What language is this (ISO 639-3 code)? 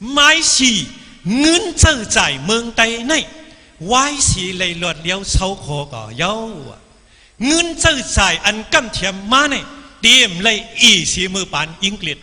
shn